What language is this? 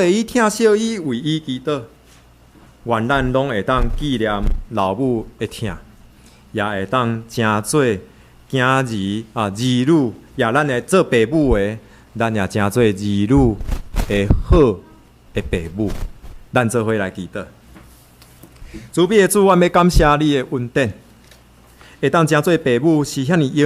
Min Nan Chinese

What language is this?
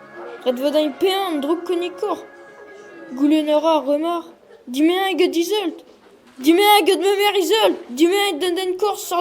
Breton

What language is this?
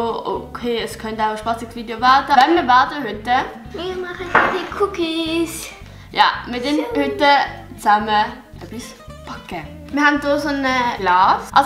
Swiss German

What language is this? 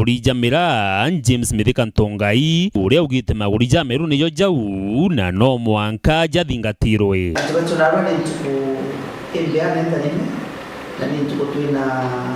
Meru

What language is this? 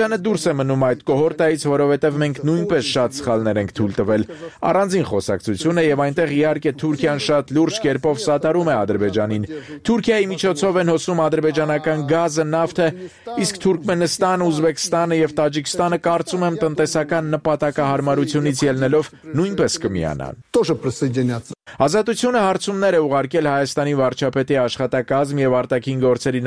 Armenian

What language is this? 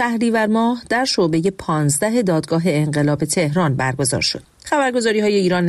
Persian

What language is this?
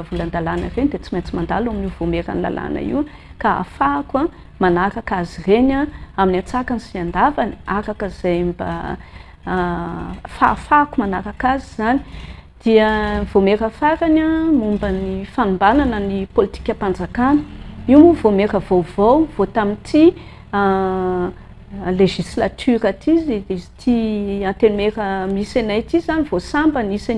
Malagasy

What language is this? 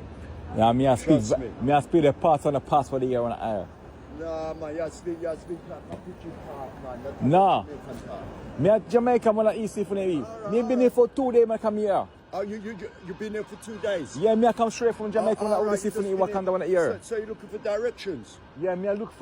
Jamaican Creole English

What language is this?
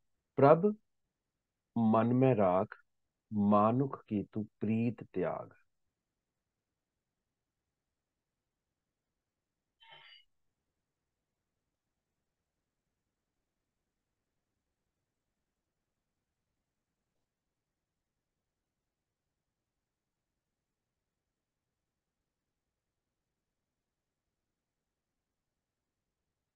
Punjabi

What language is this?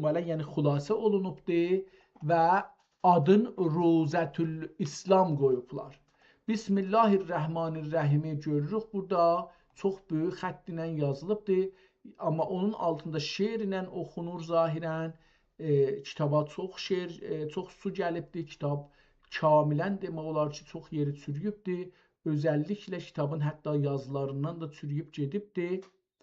South Azerbaijani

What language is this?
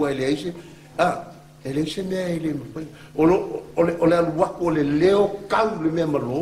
Samoan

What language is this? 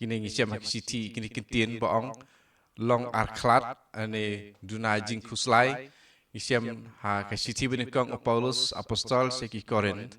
Khasi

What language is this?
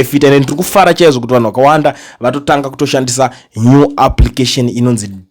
Shona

